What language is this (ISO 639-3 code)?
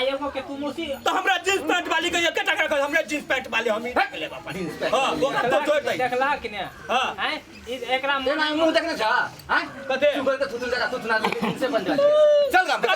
mai